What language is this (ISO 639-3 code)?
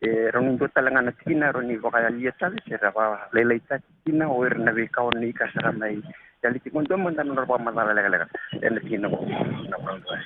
fij